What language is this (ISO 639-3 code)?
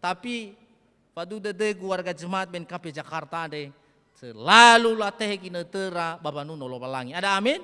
nia